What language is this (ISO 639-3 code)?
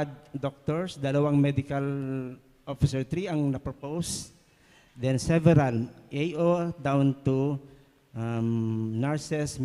bik